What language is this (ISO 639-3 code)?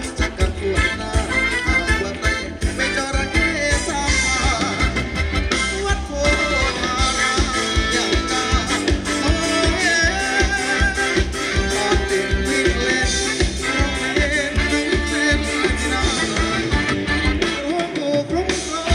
tha